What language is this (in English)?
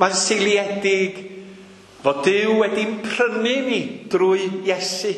Welsh